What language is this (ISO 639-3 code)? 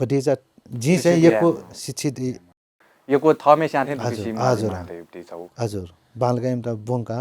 new